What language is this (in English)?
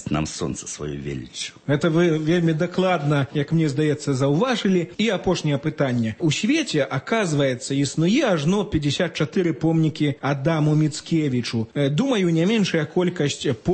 Belarusian